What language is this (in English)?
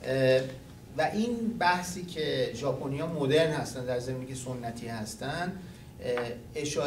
Persian